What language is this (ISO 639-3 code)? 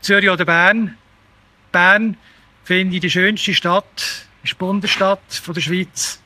gsw